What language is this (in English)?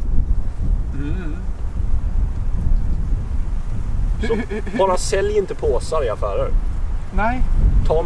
Swedish